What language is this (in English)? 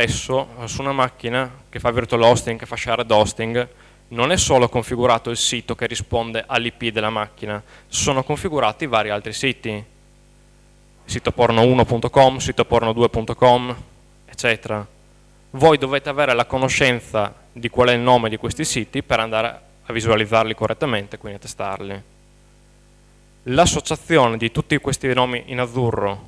Italian